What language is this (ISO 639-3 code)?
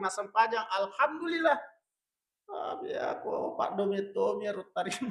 bug